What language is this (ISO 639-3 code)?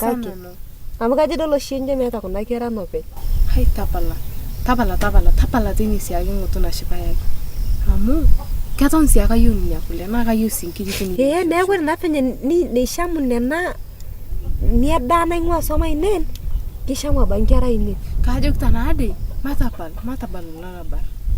mas